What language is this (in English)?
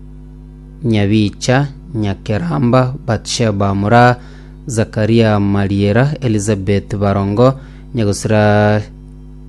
Gusii